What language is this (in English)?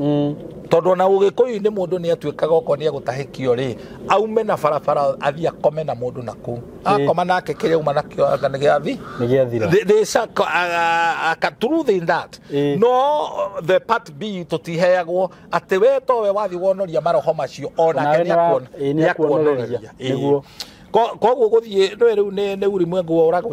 Kikuyu